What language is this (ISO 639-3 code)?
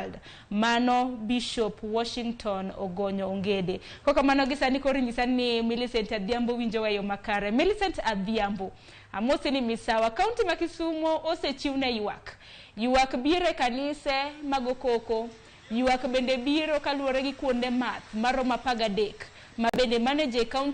luo